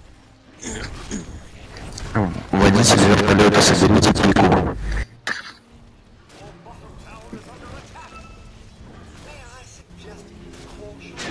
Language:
Russian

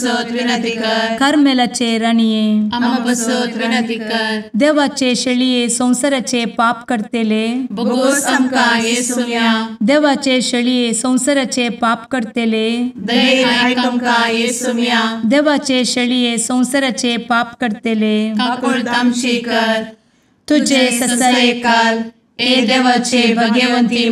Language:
Konkani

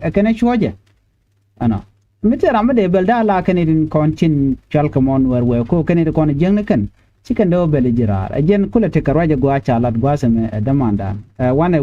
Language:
Nuer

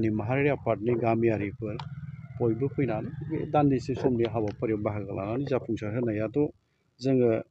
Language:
Bodo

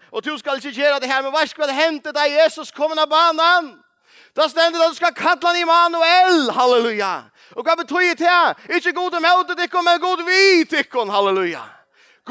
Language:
Faroese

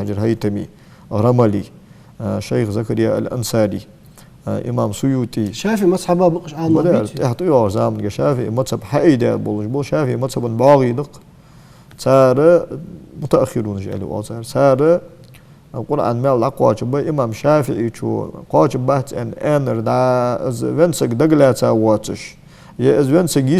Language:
Ingush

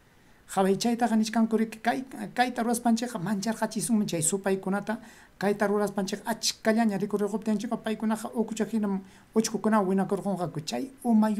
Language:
Ayacucho Quechua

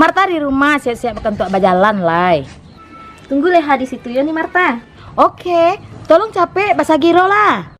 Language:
Minangkabau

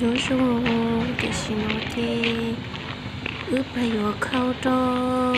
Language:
Hmong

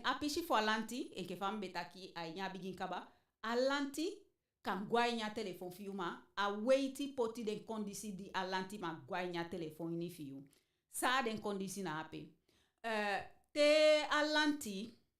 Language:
Eastern Maroon Creole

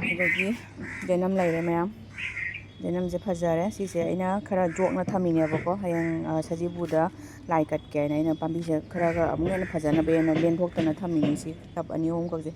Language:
Manipuri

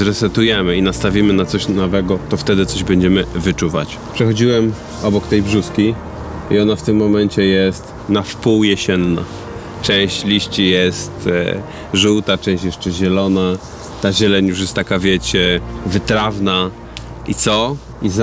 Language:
Polish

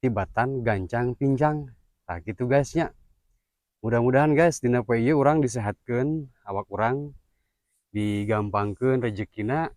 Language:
Sundanese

